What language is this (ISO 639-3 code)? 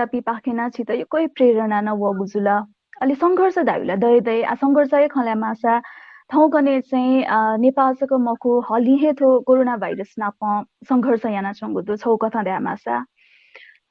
new